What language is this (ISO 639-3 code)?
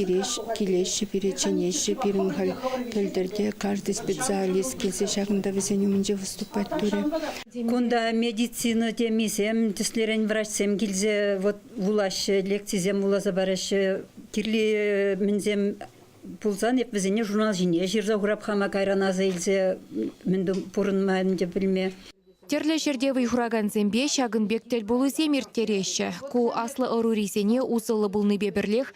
chv